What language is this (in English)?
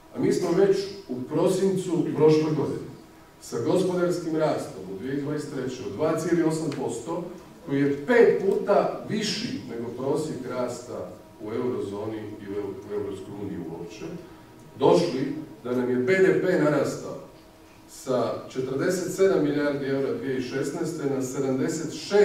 Croatian